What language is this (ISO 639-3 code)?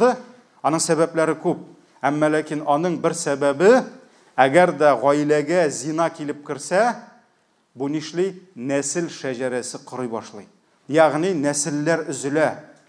tat